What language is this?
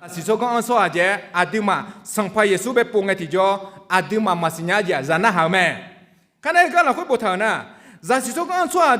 Akha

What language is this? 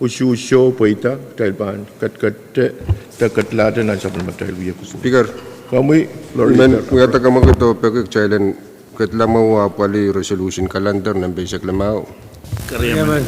Pohnpeian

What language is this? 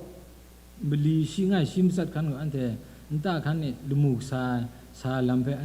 Kachin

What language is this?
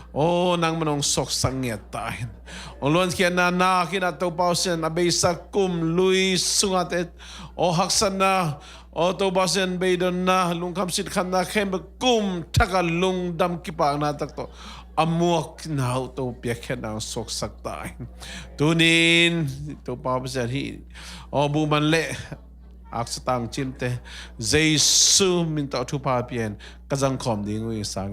Tedim Chin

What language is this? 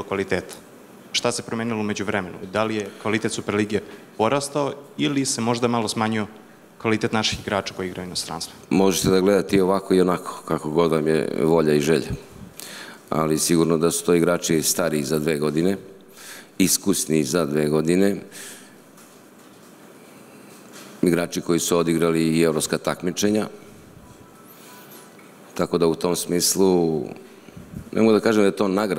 Serbian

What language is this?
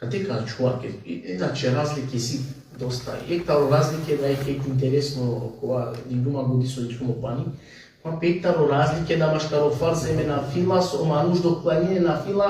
Balkan Romani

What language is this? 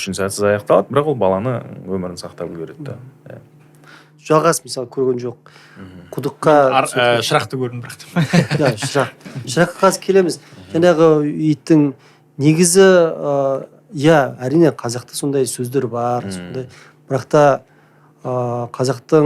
Kazakh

